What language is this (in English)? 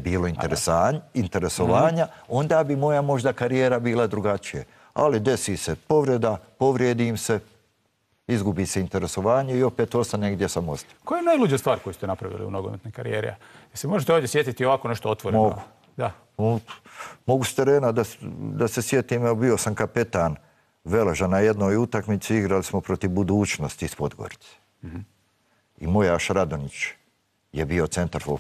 Bosnian